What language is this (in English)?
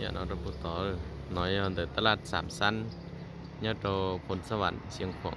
Hmong